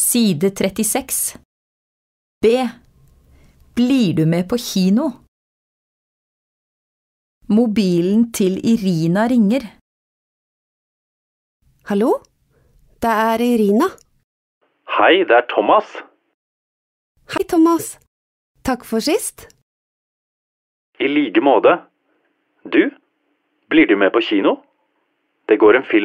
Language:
Norwegian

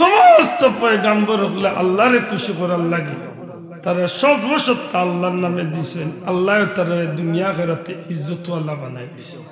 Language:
Sylheti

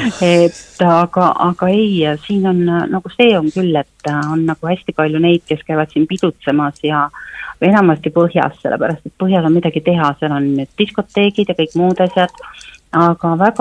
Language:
Estonian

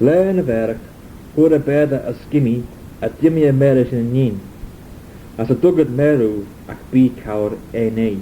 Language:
Manx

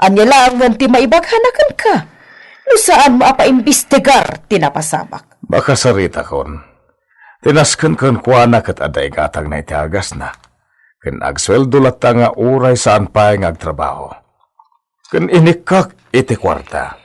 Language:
Iloko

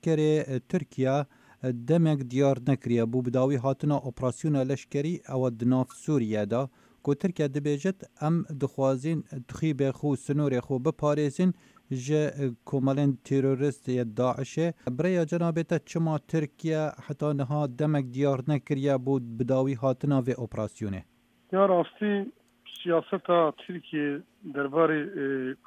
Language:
Kurdish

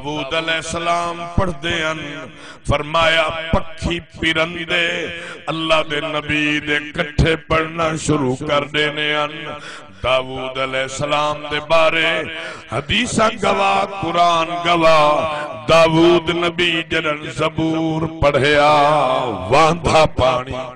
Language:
Saraiki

